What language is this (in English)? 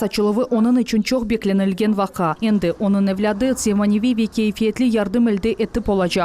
Crimean Tatar